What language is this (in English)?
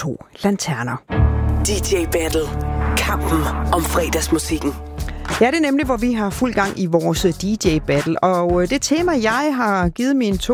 Danish